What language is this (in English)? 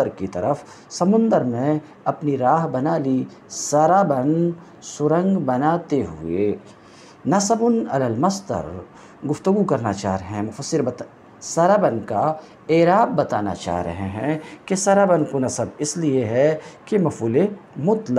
Urdu